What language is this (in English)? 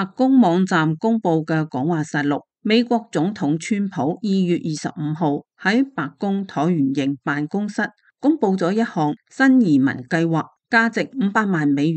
Cantonese